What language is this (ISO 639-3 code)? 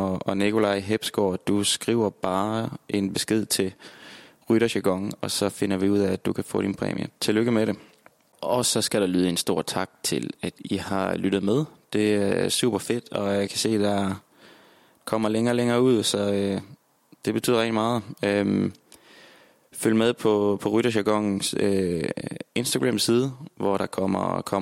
dan